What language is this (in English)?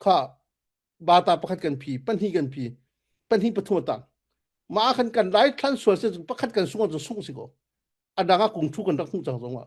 Falam Chin